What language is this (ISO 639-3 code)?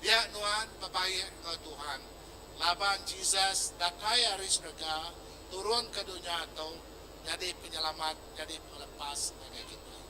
iba